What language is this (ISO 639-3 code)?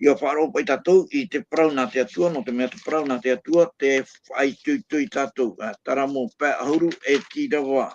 tah